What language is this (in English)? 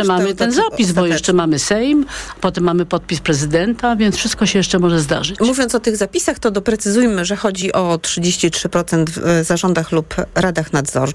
Polish